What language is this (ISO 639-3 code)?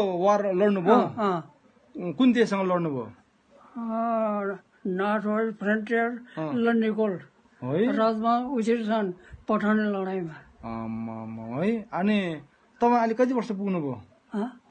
nep